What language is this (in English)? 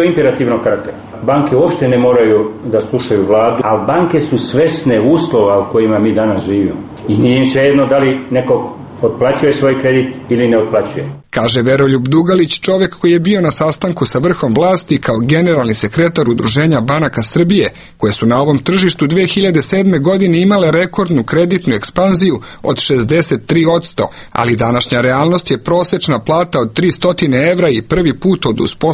Serbian